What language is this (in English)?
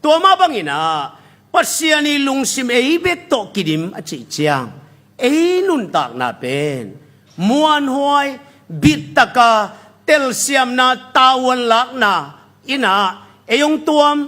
Tedim Chin